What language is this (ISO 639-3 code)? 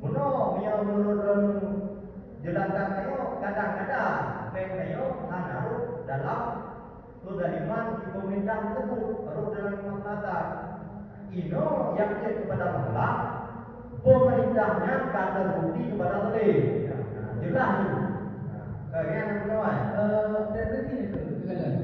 ace